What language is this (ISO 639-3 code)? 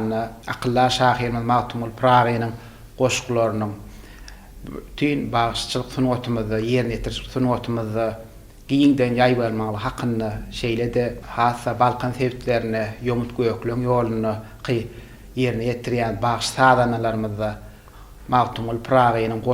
tuk